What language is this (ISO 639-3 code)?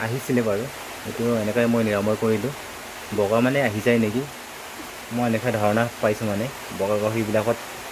asm